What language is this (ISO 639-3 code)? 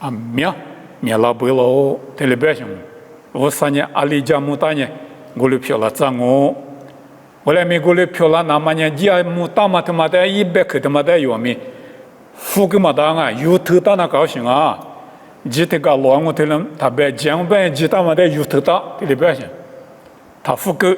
lis